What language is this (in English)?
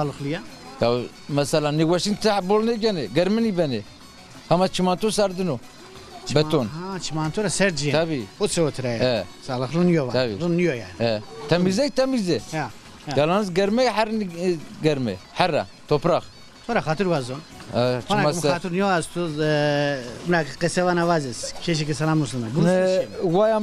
Zaza